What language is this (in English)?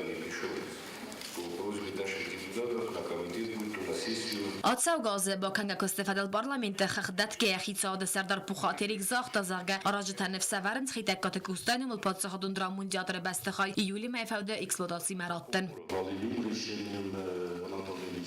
Ossetic